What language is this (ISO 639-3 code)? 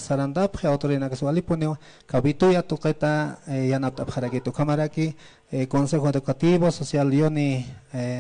aym